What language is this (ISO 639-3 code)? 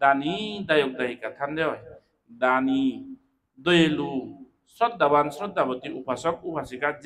ccp